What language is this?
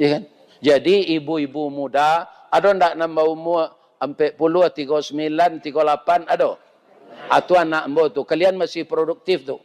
Minangkabau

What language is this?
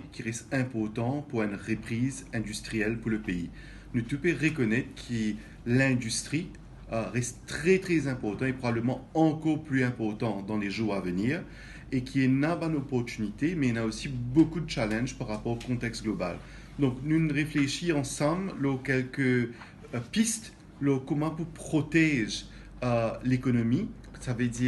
Morisyen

